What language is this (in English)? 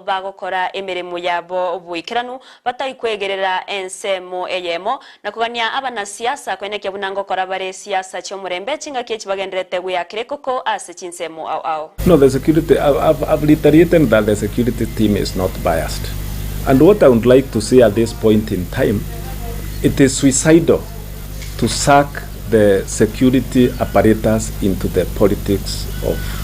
Gusii